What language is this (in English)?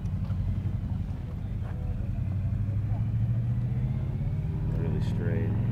English